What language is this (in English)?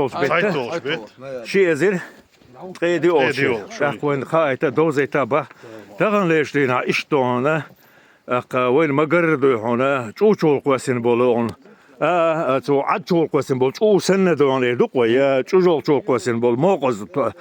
Chechen